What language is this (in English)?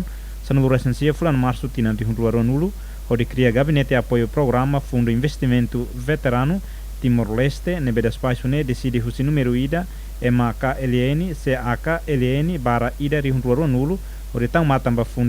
Tetum